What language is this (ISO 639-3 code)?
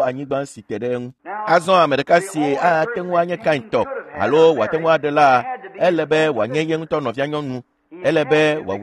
ewe